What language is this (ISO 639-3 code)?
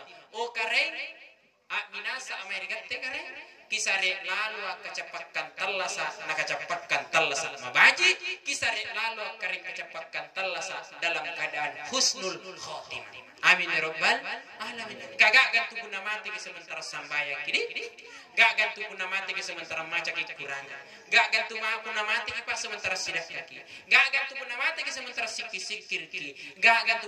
mak